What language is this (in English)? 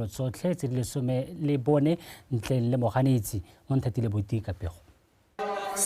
Tswana